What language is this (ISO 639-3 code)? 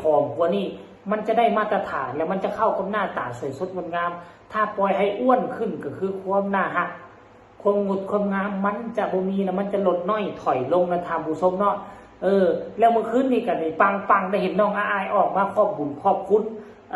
tts